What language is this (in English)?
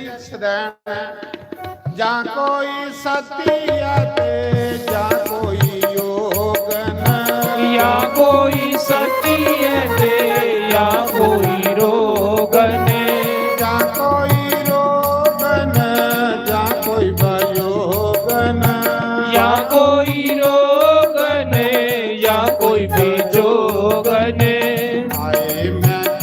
Dogri